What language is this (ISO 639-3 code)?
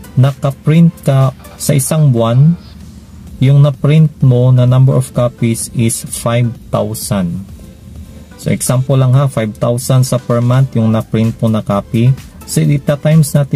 fil